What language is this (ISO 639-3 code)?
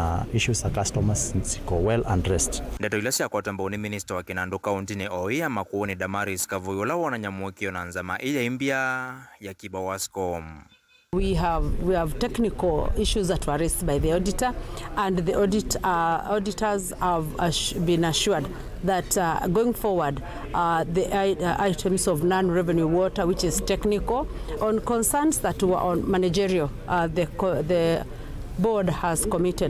kam